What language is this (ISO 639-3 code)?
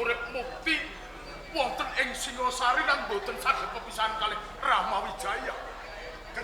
jav